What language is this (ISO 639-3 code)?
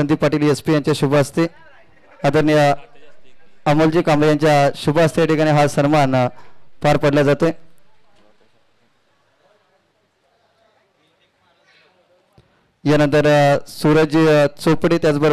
mar